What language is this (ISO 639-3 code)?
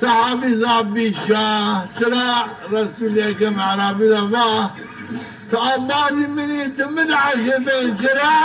zza